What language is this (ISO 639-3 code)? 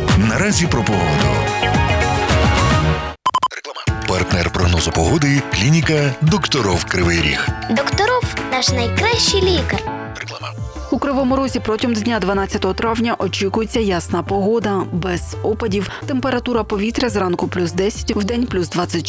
ukr